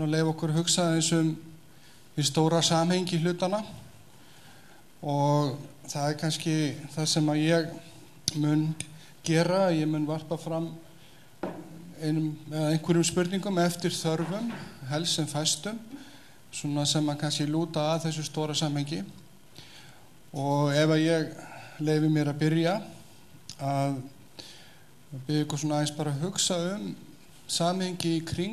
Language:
Icelandic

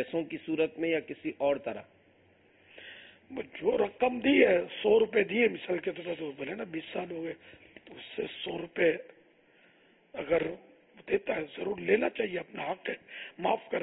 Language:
Urdu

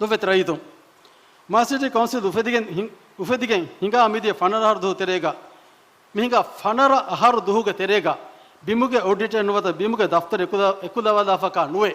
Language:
Divehi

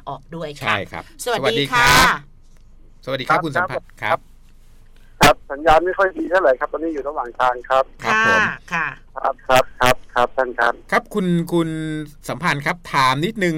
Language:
Thai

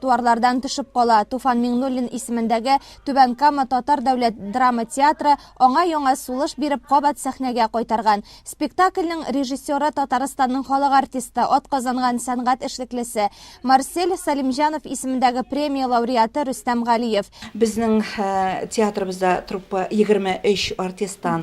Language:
Tatar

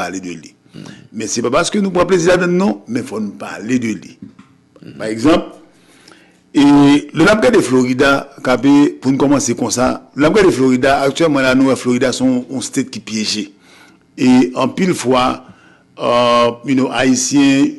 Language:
Haitian Creole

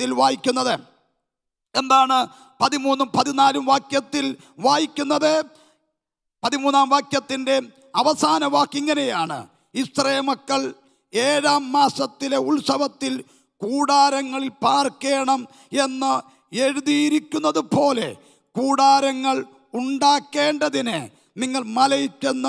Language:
Malayalam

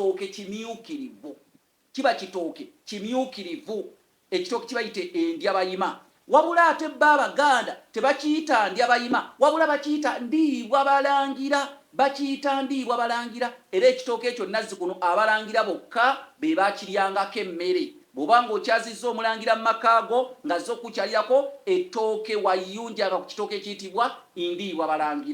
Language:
Ganda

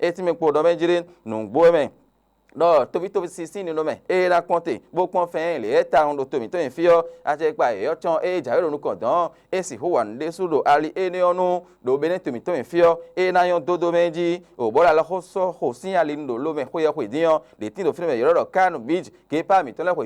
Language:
Fon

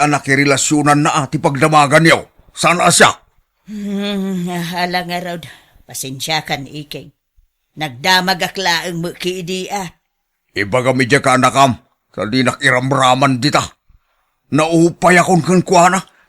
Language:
Iloko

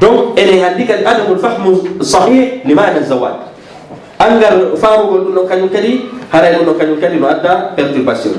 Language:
Fula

